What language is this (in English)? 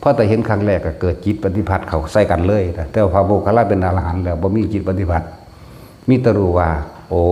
Northeastern Thai